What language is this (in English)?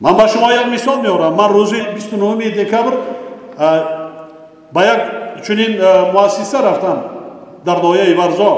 Tajik